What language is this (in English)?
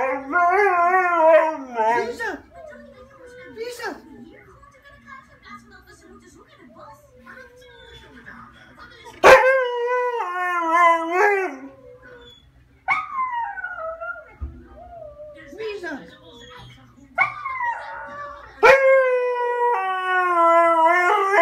Dutch